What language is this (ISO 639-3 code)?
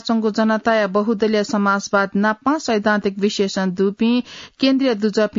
new